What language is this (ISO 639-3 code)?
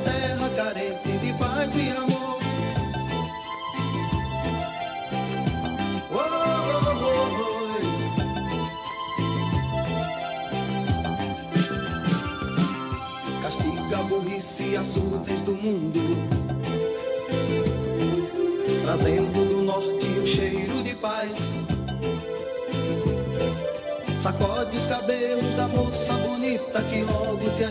por